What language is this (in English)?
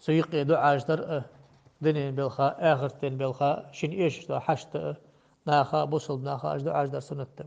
Ingush